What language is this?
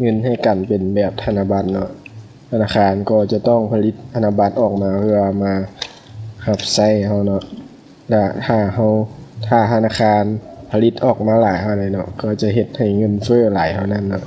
Lao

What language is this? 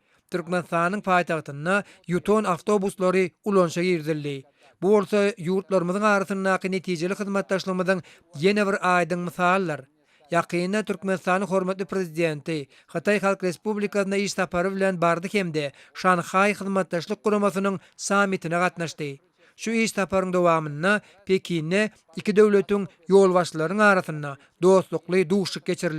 Turkmen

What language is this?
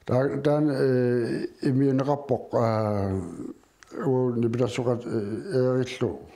Kalaallisut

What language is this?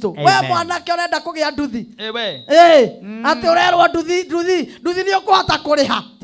Kikuyu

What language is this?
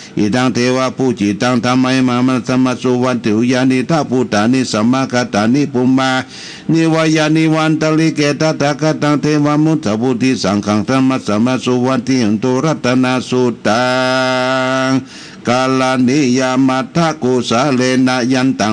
Pali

